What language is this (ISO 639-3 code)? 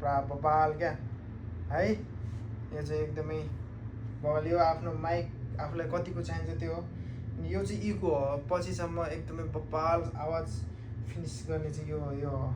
nep